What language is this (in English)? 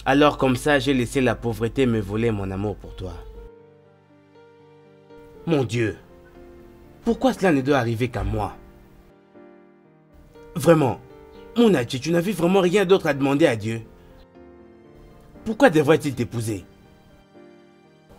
French